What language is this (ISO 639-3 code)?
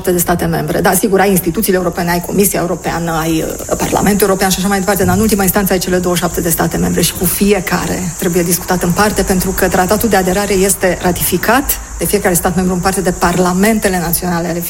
ron